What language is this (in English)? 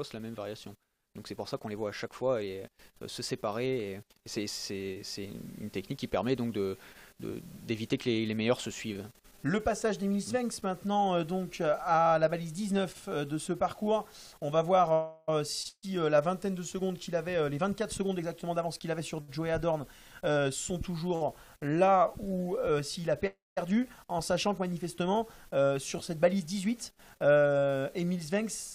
French